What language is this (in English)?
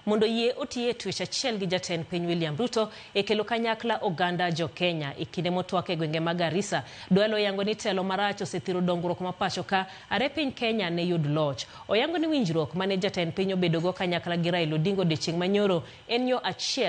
Luo (Kenya and Tanzania)